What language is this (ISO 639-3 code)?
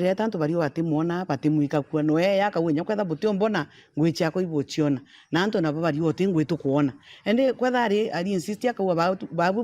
mer